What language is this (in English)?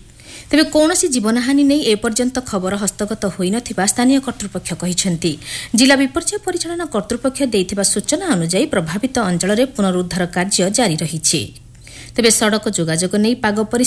Odia